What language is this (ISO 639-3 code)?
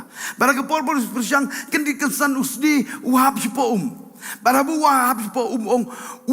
kha